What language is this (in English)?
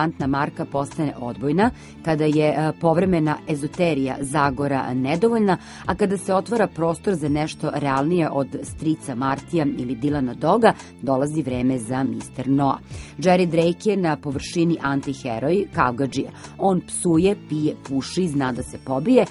Serbian